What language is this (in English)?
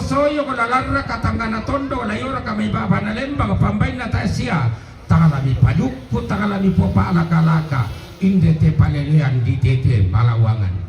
Toraja-Sa'dan